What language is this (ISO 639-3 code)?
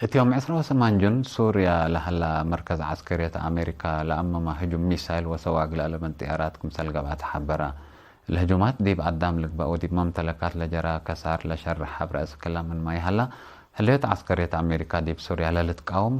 tig